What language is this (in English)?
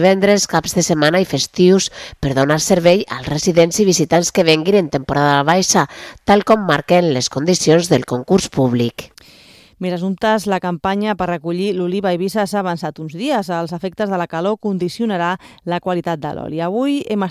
Catalan